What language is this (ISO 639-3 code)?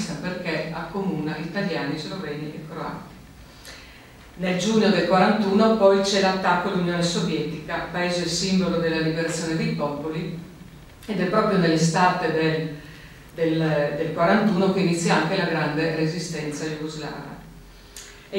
ita